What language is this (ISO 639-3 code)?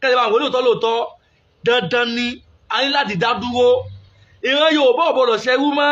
yor